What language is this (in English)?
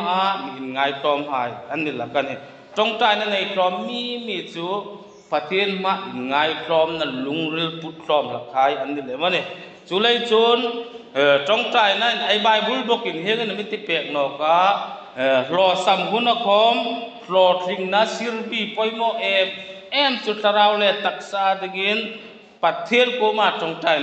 Hmar